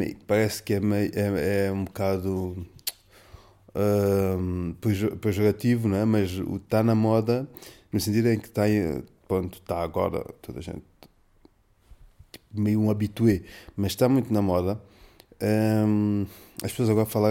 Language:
Portuguese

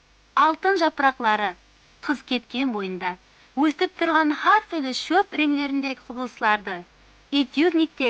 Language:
Kara-Kalpak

